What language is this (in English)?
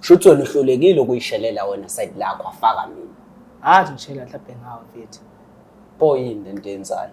Zulu